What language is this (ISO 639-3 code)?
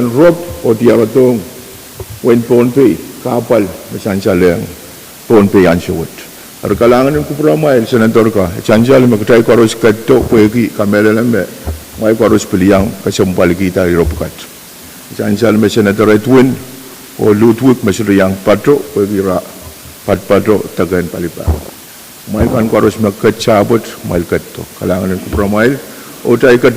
pon